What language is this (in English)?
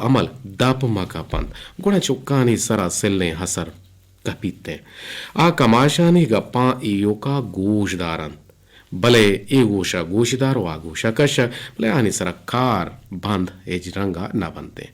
Eastern Balochi